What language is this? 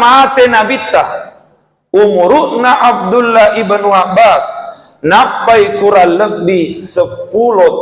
Buginese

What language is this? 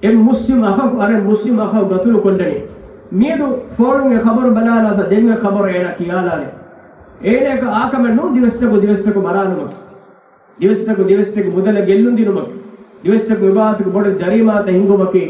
Divehi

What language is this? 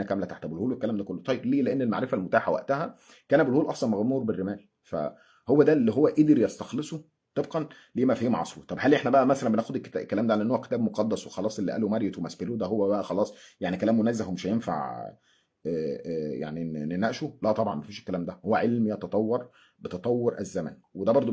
Egyptian Arabic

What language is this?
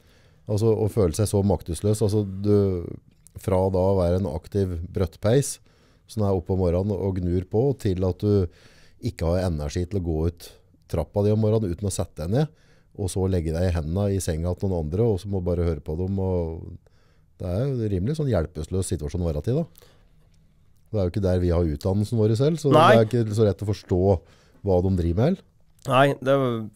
Norwegian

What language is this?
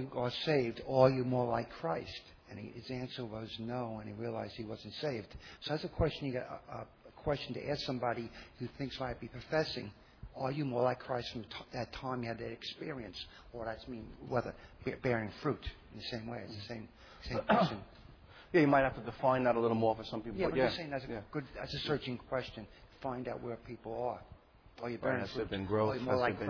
English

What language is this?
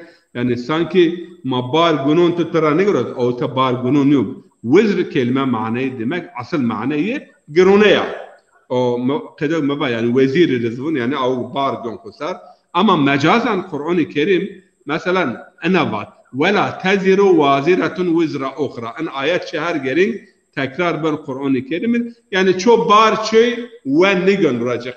Zaza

